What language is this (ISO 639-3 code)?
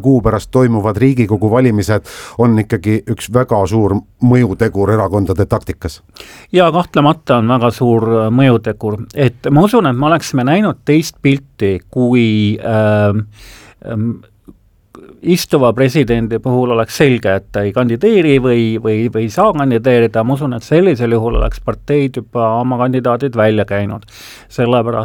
est